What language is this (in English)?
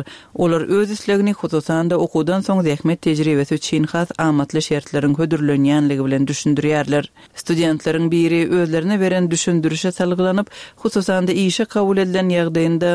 Turkmen